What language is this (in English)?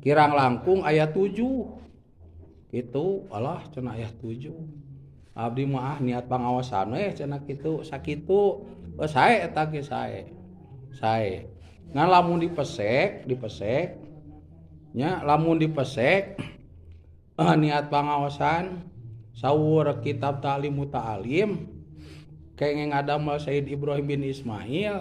Sundanese